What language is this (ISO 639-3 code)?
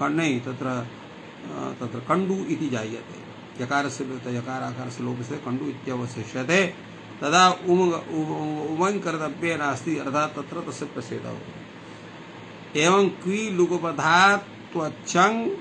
san